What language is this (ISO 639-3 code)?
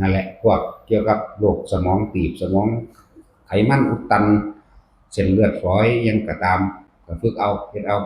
tts